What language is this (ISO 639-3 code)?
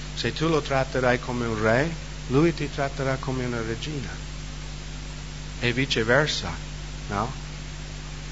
ita